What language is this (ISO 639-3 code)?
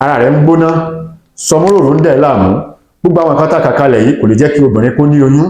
yor